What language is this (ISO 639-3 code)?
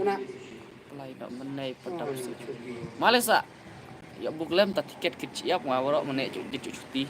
kha